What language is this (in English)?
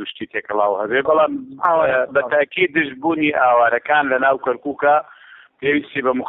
Central Kurdish